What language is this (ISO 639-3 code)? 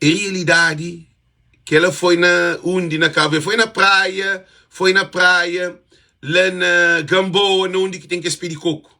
kea